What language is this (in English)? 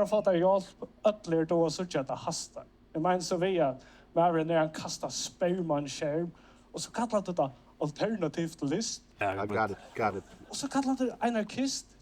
Faroese